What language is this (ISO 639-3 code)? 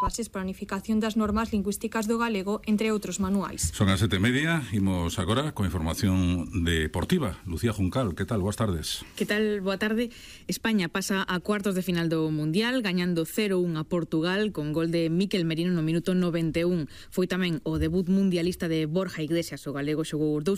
glg